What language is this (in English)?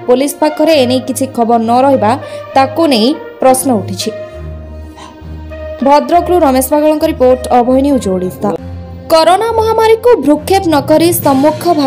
Odia